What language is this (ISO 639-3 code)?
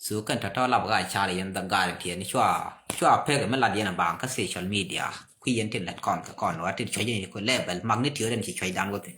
nus